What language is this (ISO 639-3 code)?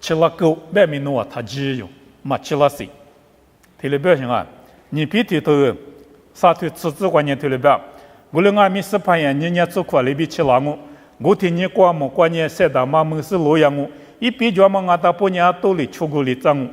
lis